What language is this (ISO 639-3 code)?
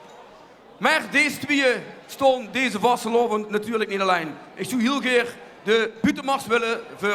lim